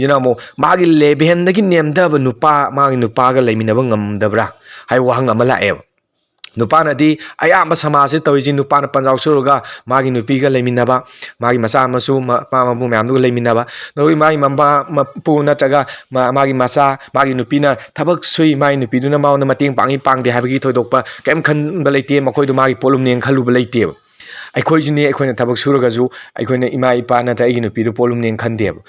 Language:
Manipuri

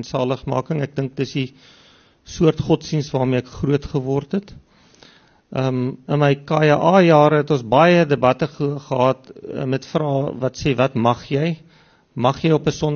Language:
Afrikaans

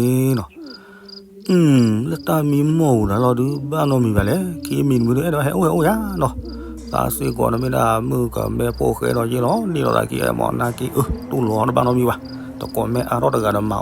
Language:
S'gaw Karen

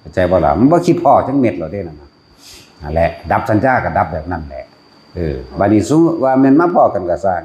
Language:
Northeastern Thai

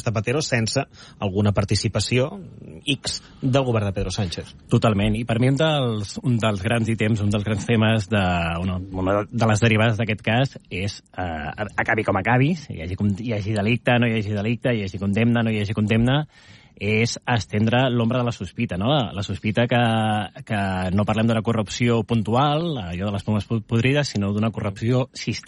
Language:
Catalan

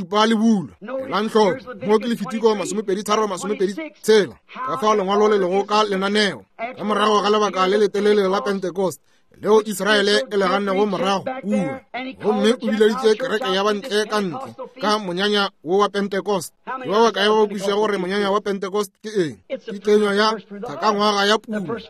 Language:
Northern Sotho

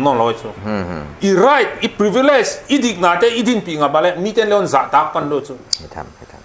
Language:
Paite Chin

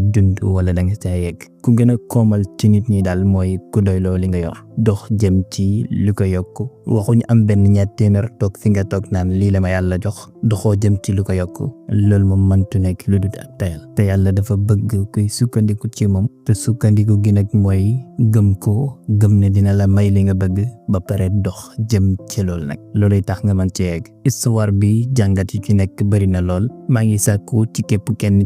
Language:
Wolof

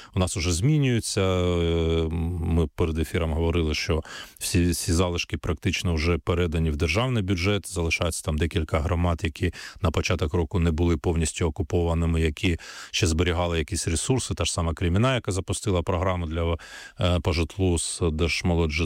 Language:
Ukrainian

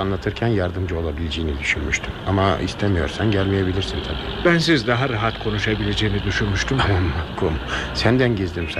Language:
Turkish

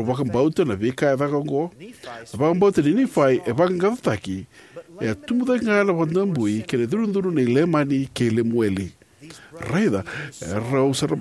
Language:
Fijian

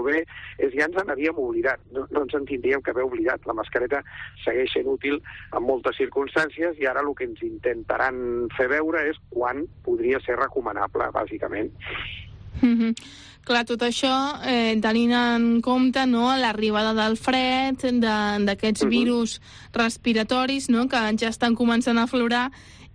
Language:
Catalan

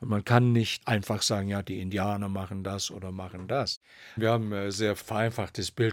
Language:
German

